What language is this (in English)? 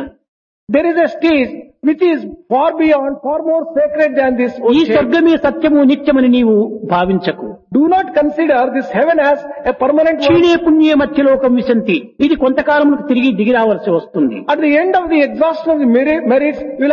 Telugu